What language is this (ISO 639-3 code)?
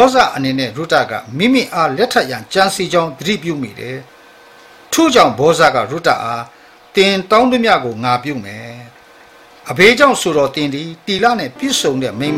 mya